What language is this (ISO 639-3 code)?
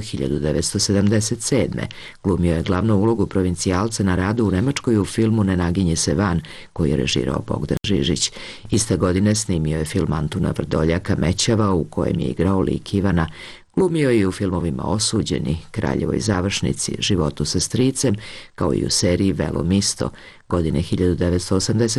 srp